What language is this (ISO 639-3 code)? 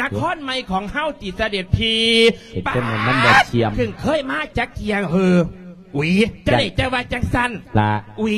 lao